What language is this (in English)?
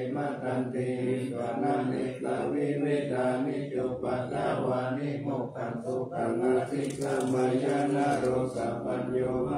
Pali